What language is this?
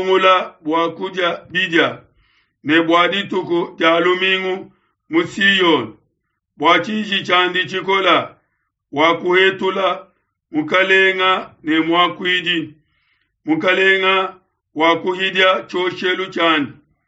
Luba-Lulua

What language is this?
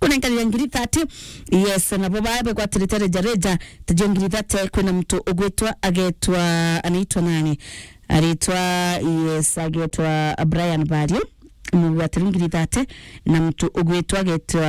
Meru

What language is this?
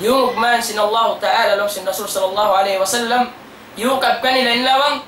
Tausug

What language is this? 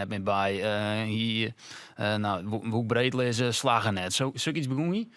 Western Frisian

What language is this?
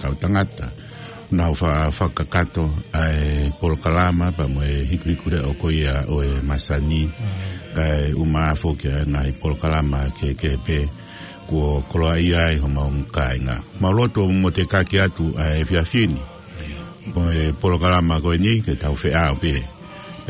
Tongan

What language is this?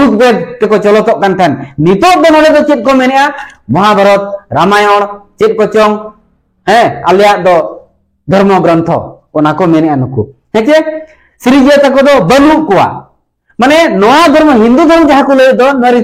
Santali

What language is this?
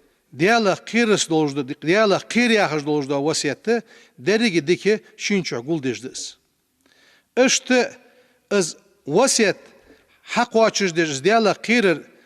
Ingush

